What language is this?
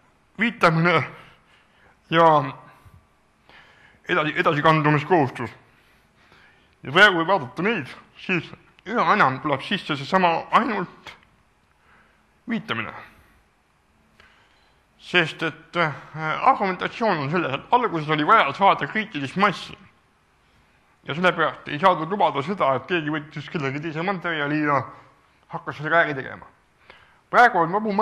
Estonian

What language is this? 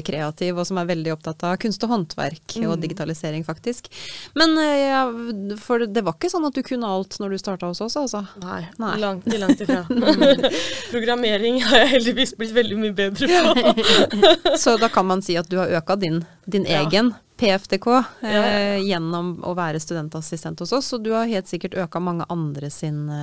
Norwegian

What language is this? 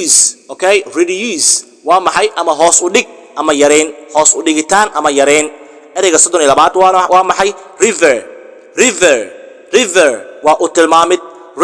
Somali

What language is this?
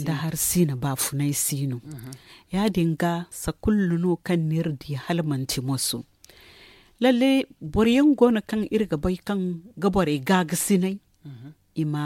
Zarma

